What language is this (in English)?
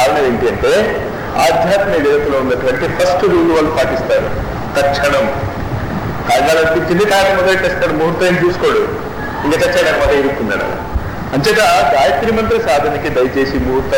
Telugu